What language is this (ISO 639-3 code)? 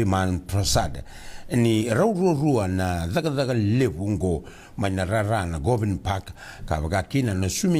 fij